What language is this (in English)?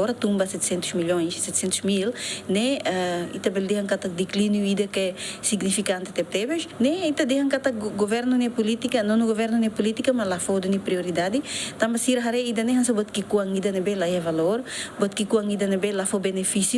Tetum